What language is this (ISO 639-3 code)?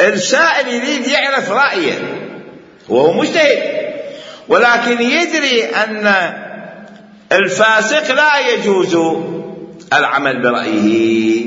acm